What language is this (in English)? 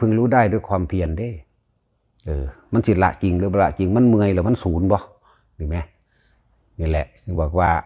Lao